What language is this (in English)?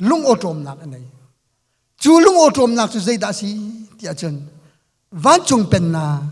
Hakha Chin